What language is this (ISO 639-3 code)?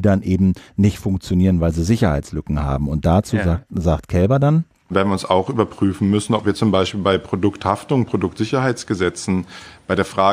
deu